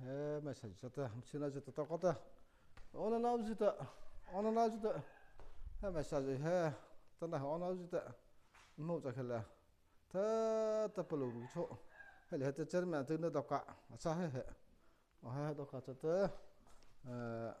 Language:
Mara Chin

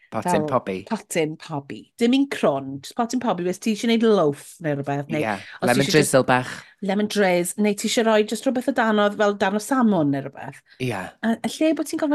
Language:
Welsh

